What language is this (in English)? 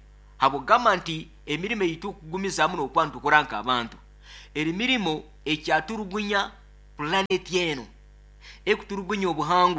Nyoro